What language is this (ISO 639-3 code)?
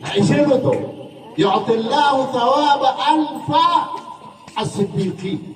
mrw